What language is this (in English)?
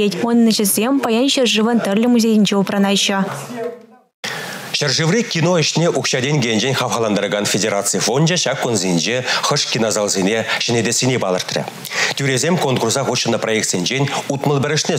Chuvash